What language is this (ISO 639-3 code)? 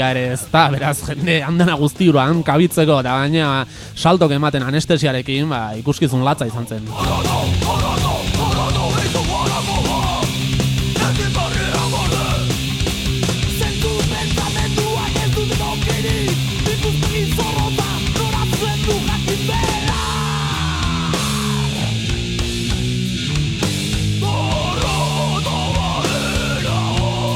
eus